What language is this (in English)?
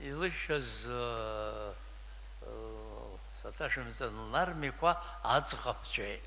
Abkhazian